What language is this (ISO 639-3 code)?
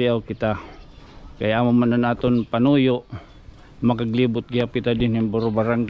war